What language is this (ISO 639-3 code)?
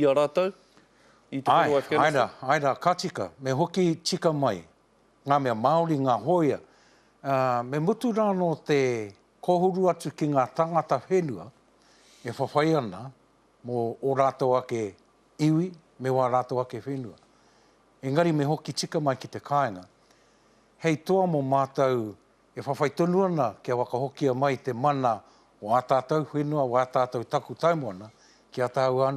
mri